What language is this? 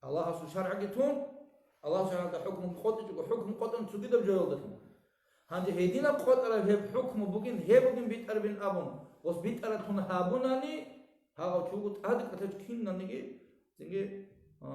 Avaric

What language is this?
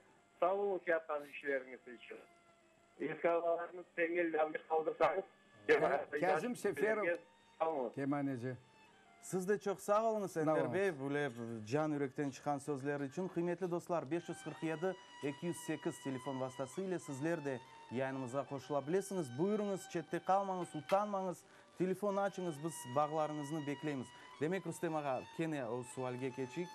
Crimean Tatar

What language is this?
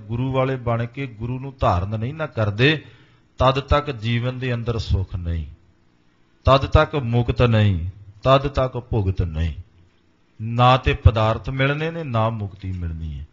Punjabi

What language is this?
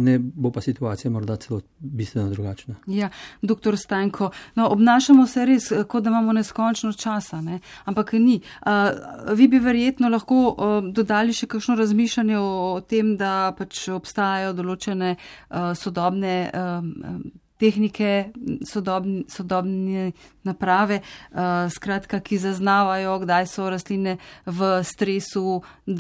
Slovenian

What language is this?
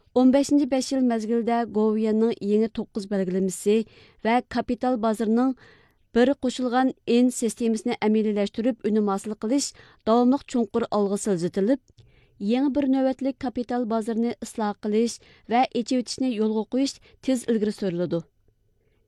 Uyghur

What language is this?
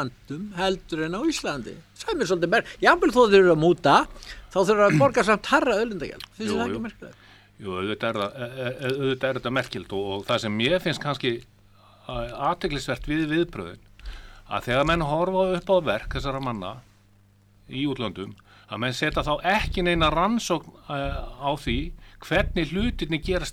Icelandic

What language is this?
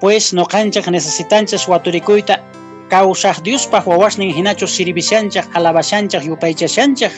Quechua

